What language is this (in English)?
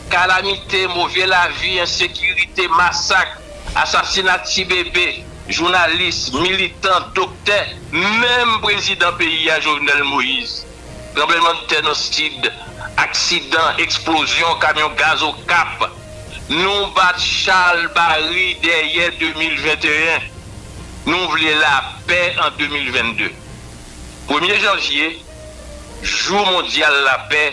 Haitian Creole